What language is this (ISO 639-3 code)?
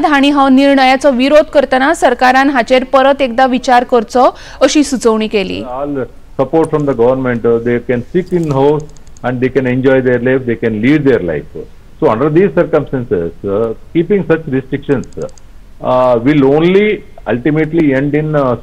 kok